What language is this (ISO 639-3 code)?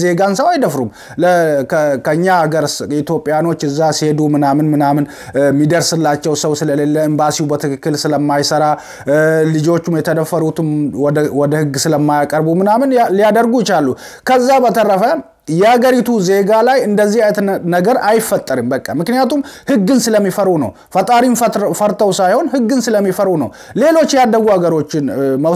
amh